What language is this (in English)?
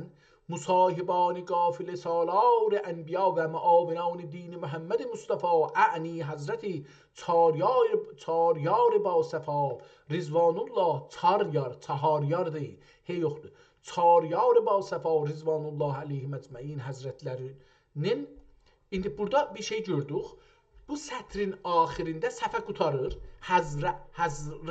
South Azerbaijani